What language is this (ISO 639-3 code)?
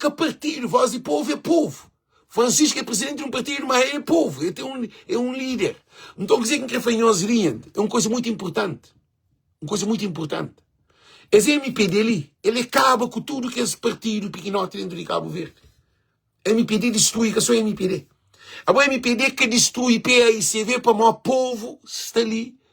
kea